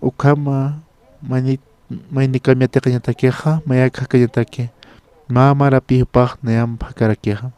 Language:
Aymara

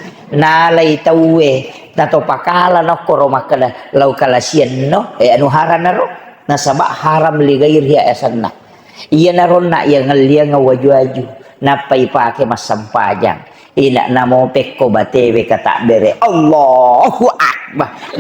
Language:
Buginese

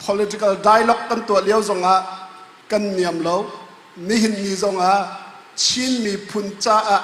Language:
Hakha Chin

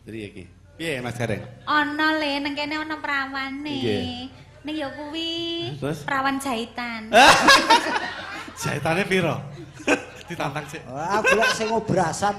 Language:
Javanese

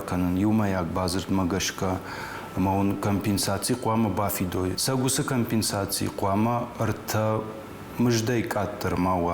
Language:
Ossetic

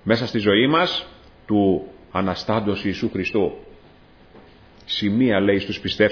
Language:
Greek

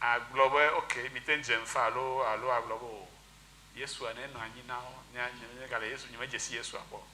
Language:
Ewe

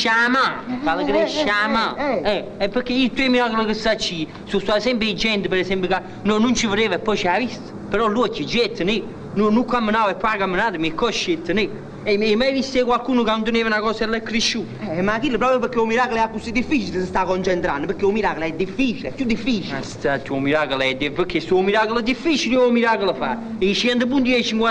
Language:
Neapolitan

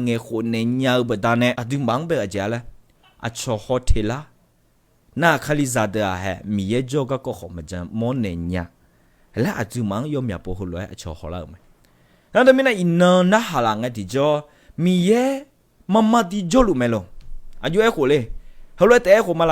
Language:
Akha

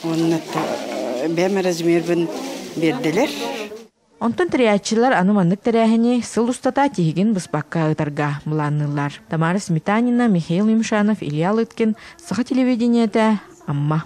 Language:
Yakut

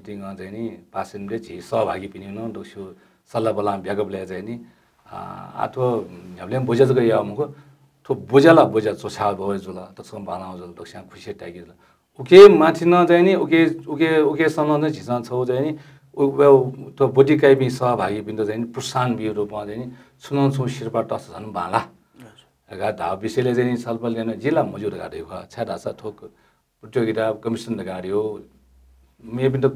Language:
Newari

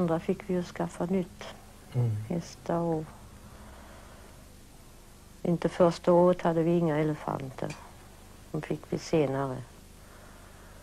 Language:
Swedish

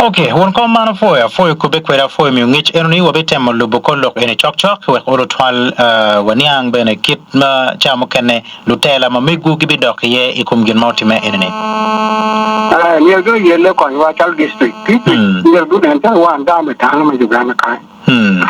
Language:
Acoli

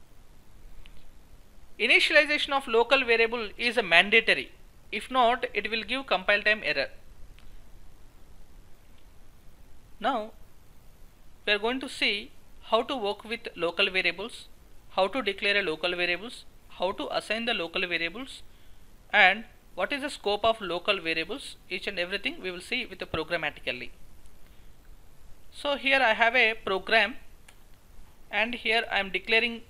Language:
English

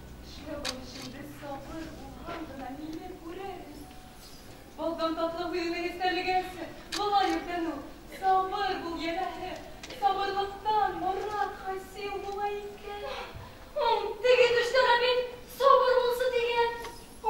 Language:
Bashkir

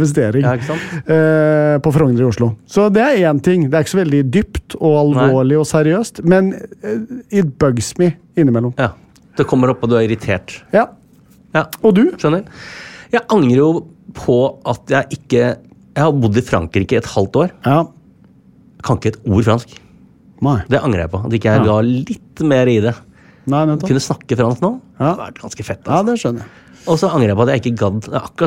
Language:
Norwegian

